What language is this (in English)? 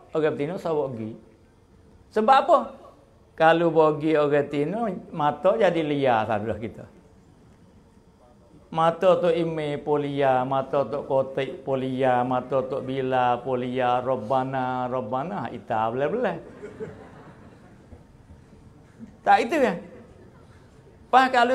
Malay